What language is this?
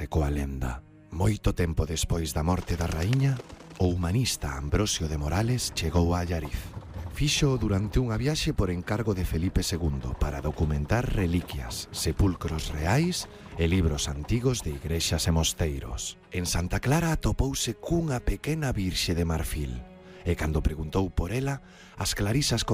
Galician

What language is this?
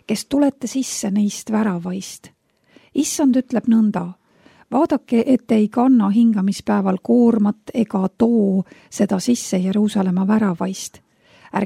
Estonian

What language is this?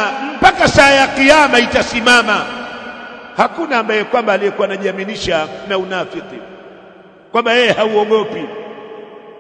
Swahili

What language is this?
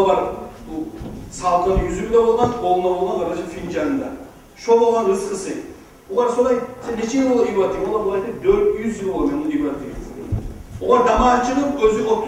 Kumyk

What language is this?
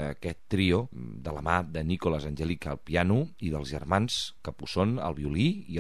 Catalan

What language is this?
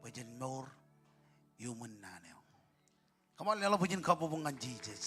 Marshallese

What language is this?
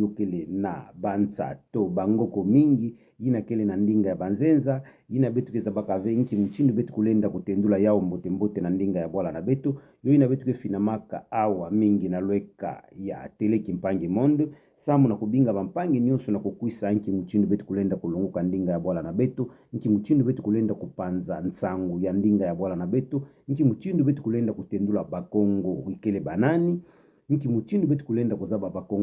Kituba (Democratic Republic of Congo)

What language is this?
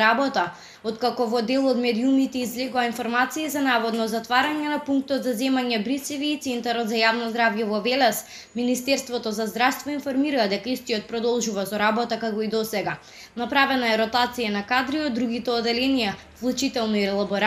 Macedonian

